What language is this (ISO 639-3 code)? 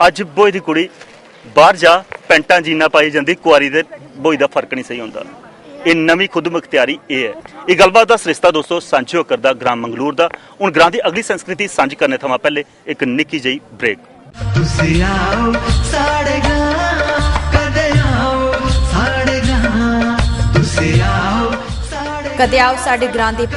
doi